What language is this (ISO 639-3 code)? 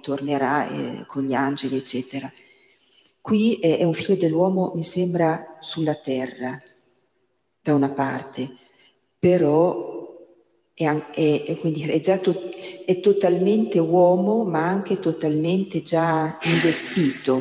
ita